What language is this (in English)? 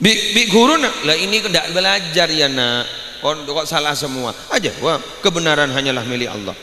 Madurese